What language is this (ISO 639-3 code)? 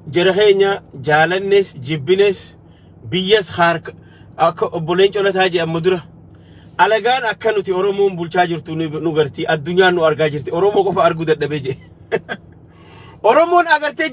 orm